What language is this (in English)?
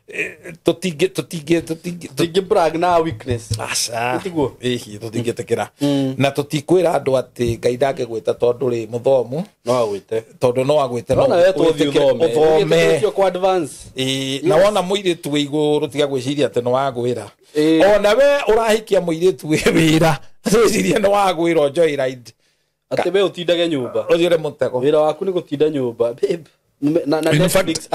Kikuyu